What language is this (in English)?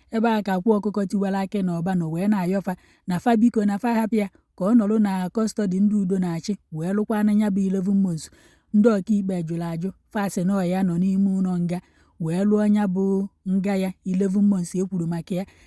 Igbo